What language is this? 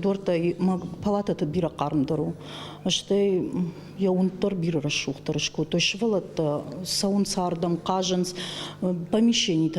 Ossetic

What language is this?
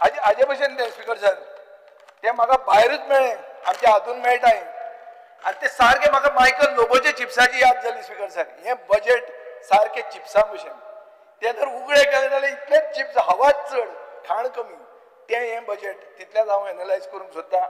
Konkani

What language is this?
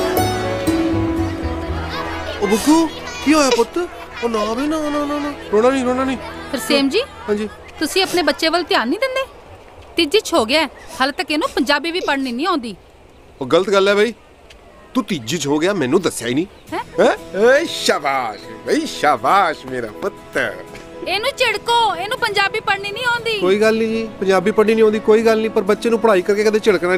Punjabi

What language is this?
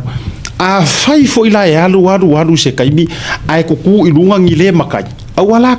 Samoan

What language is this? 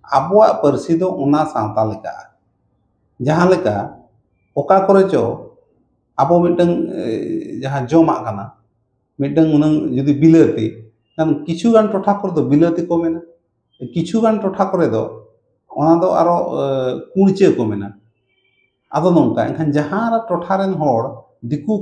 Santali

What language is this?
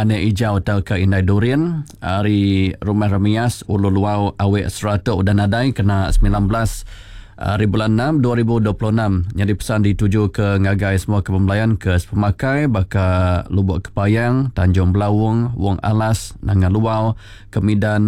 Iban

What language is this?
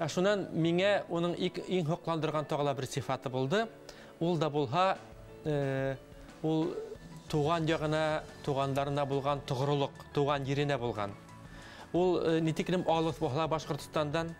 Bashkir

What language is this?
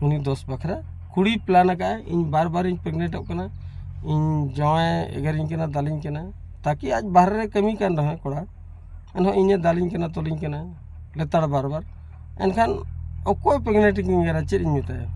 Santali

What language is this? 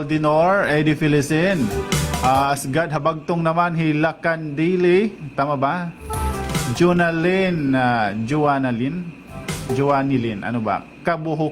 Waray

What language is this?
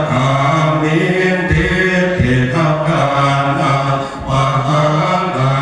Pali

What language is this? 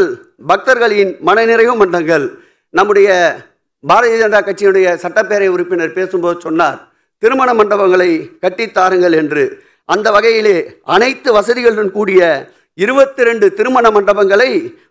Tamil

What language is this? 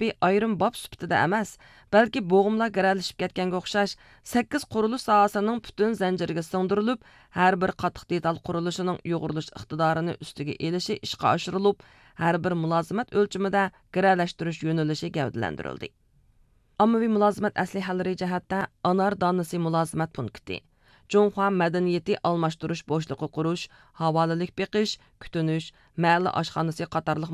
Uyghur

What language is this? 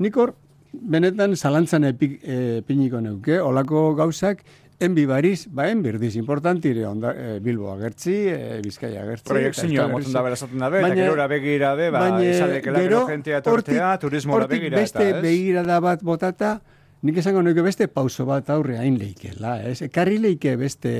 Basque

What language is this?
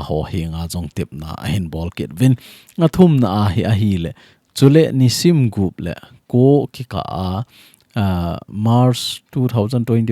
Thado Chin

